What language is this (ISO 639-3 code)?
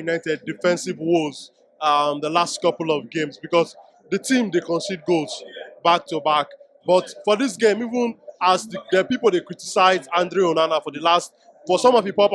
pcm